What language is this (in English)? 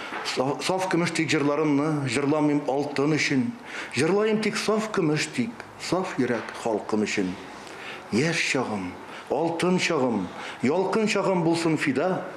Tatar